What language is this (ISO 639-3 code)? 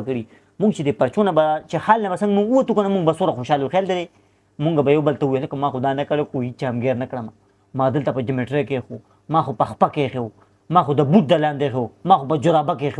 pus